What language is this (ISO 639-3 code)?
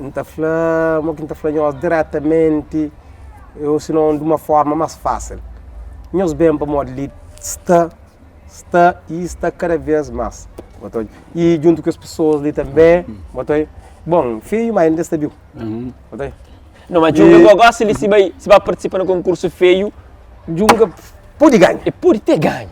kea